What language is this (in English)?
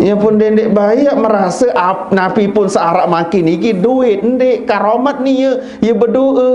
Sasak